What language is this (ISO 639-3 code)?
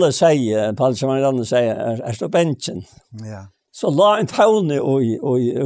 fao